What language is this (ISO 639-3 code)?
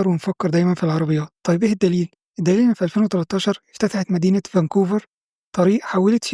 arz